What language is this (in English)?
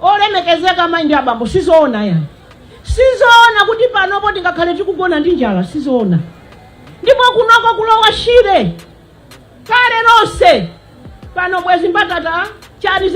Nyanja